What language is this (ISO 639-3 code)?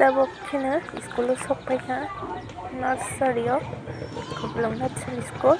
trp